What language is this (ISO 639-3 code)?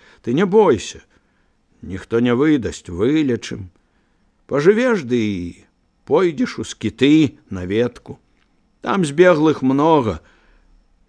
bel